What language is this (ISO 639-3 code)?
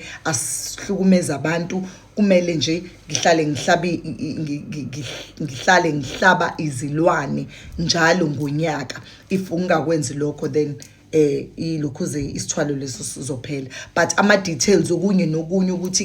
zul